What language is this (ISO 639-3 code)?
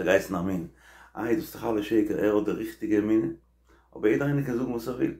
yid